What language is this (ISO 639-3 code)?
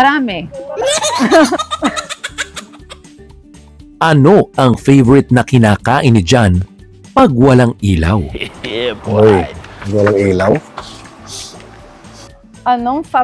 fil